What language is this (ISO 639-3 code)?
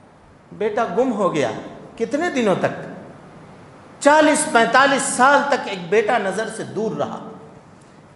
urd